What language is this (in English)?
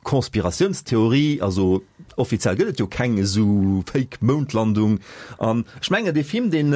Luxembourgish